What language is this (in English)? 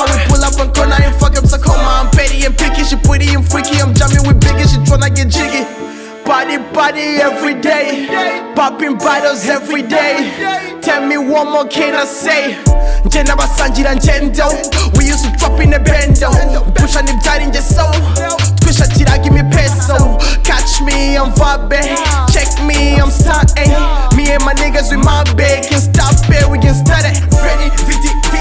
Kinyarwanda